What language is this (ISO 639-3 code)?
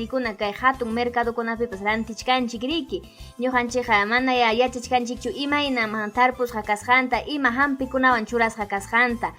quy